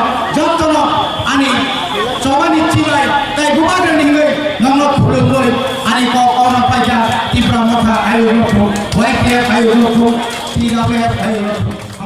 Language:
Kok Borok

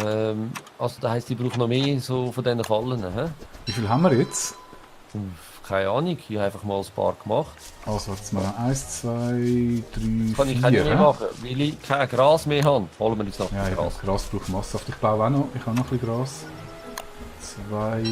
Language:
Swiss German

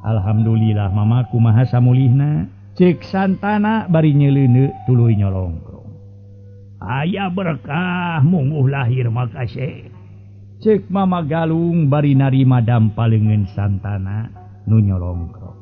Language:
Sundanese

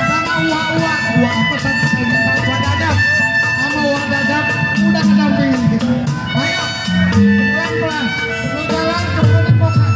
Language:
Betawi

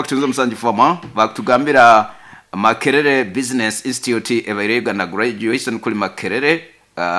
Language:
Nyoro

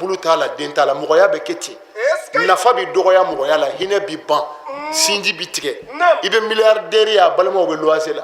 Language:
Bambara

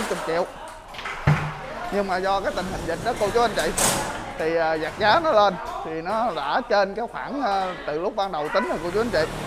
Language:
Vietnamese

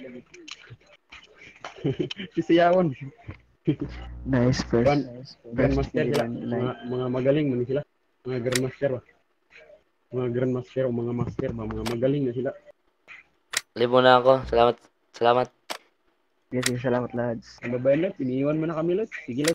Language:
Filipino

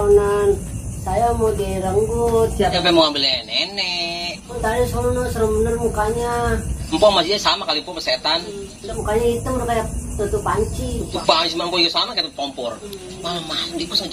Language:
Betawi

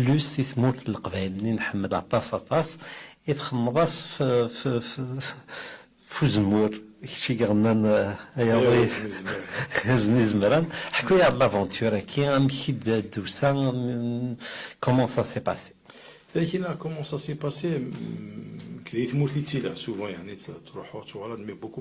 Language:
Kabyle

